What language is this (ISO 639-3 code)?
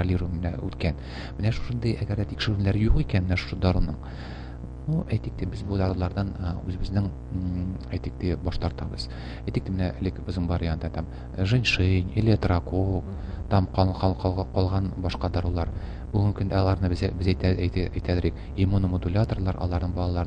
tat